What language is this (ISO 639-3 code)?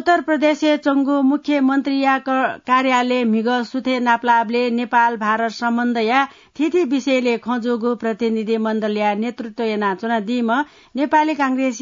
new